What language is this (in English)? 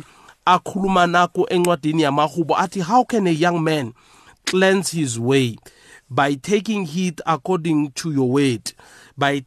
South Ndebele